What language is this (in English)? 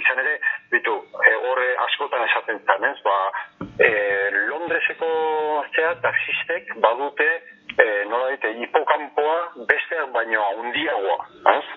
Basque